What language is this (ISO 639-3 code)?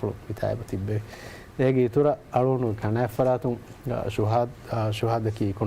div